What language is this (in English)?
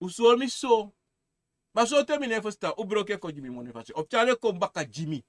Sranan Tongo